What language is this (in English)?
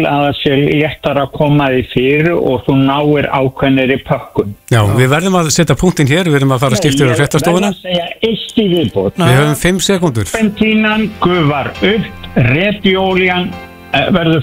Icelandic